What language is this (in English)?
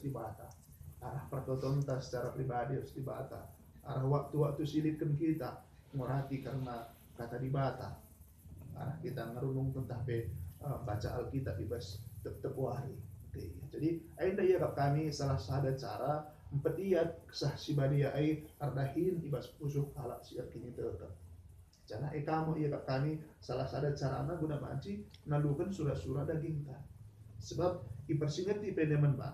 Batak Karo